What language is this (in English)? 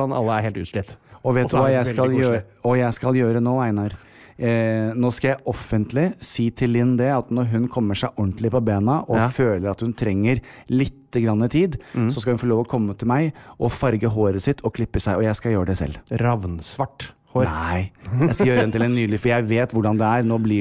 Norwegian